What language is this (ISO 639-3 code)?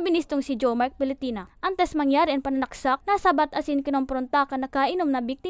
bik